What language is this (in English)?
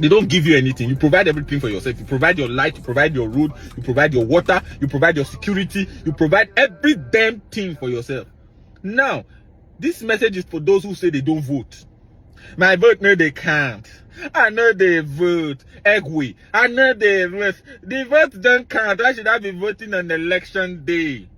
Nigerian Pidgin